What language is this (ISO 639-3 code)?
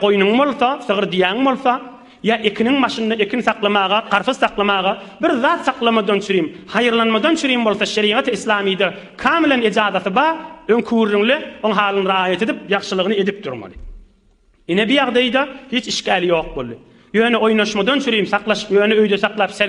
tuk